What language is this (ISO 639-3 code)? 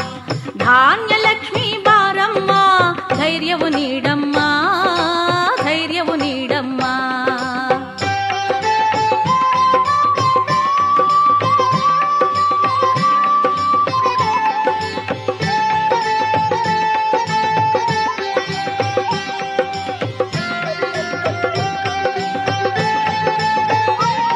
kan